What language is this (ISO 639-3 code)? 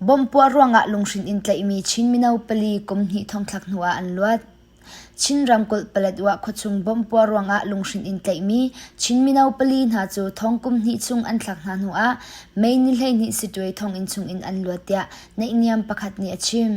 cnh